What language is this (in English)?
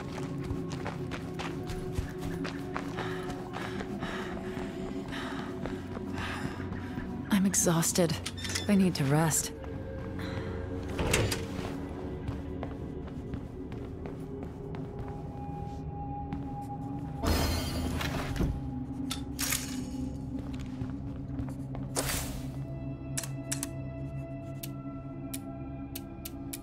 English